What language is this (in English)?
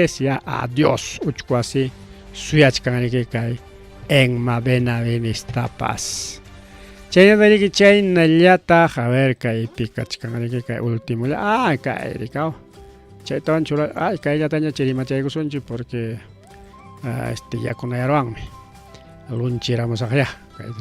Ayacucho Quechua